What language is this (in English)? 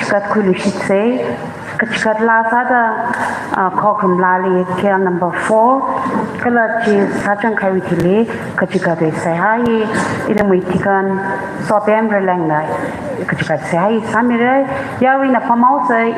Tangkhul Naga (India)